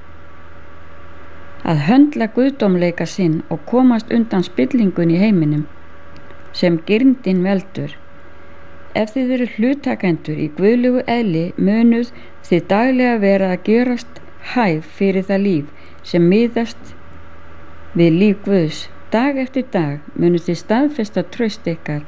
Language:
Icelandic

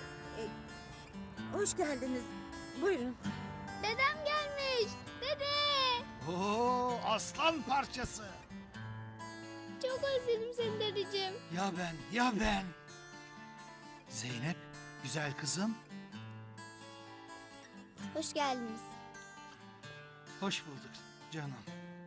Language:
Turkish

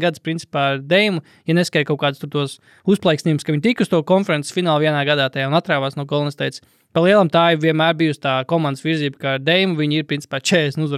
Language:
Latvian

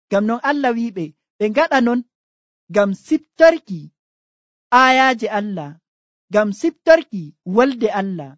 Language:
Nigerian Fulfulde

